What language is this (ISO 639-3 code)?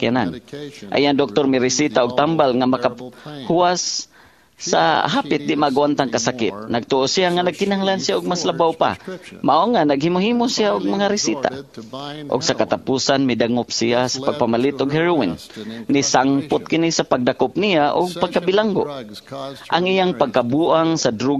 ceb